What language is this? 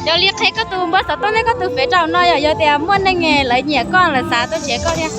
Hmong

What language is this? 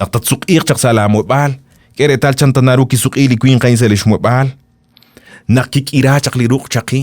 Kekchí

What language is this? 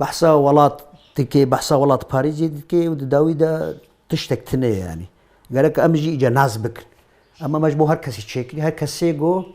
Kurdish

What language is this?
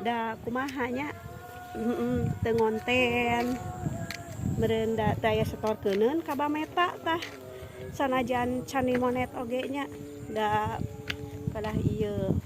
Sundanese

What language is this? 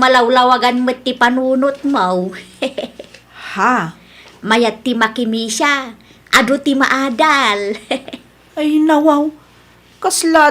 Iloko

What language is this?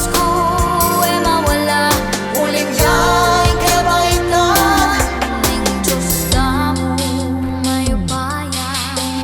Pampanga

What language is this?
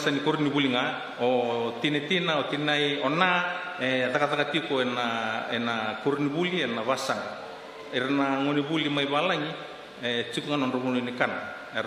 Fijian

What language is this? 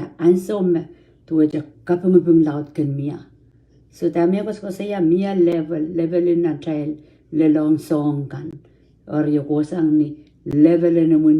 Pohnpeian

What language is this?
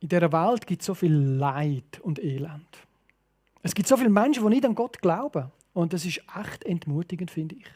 Swiss German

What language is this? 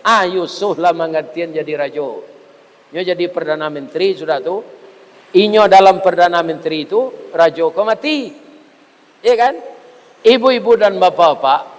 Minangkabau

